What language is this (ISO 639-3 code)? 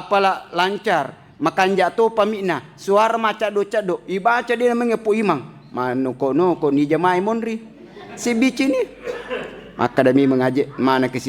bug